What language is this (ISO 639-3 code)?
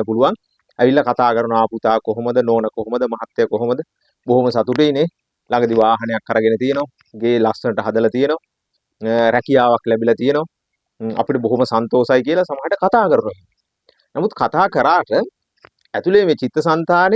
sin